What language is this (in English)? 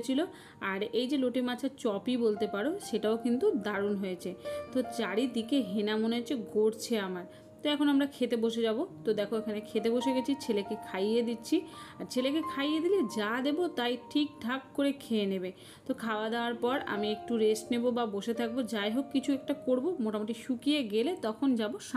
Bangla